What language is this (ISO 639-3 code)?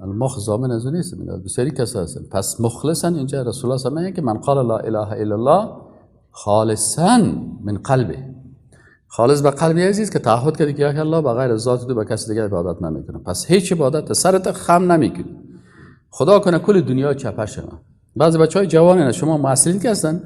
fas